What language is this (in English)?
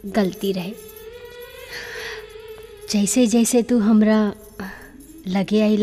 Bhojpuri